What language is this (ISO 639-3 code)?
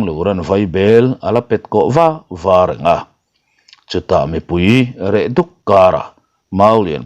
lus